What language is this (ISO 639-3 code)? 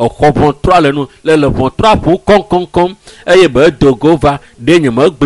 ewe